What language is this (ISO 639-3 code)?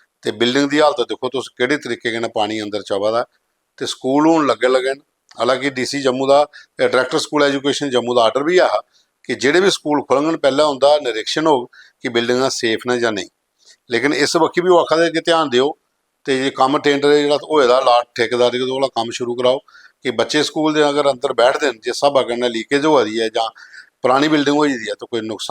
doi